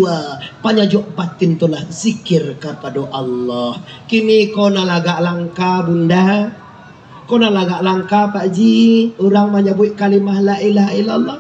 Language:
Minangkabau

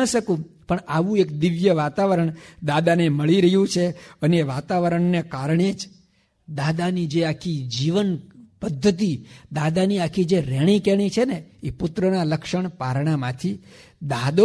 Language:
Gujarati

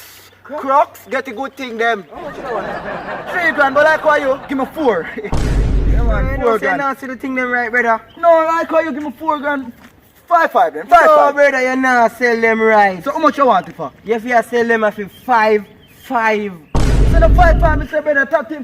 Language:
Jamaican Creole English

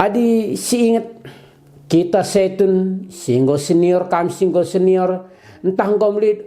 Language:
Batak Karo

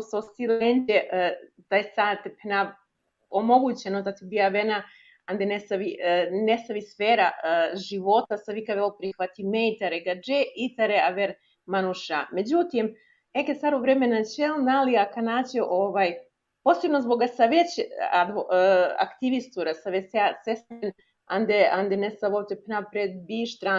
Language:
Balkan Romani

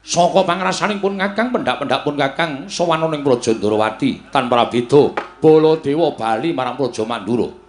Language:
Javanese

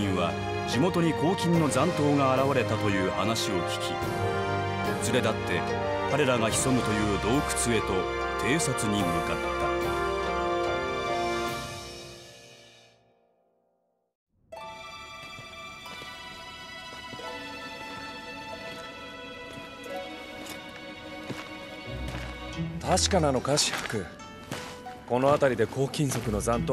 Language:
Japanese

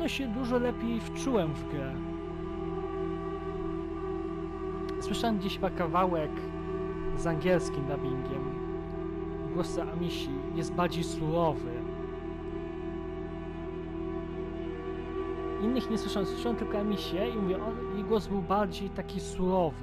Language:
Polish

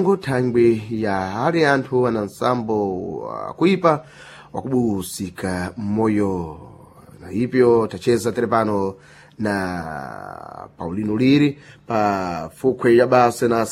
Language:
Sena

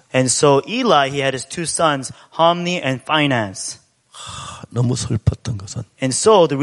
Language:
Korean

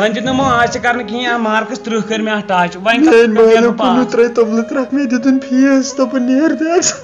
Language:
Kashmiri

